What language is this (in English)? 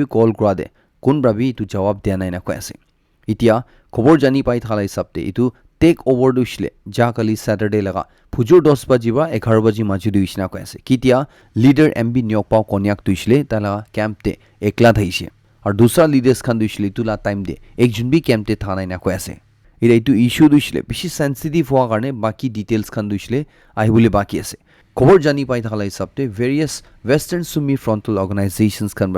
Naga Pidgin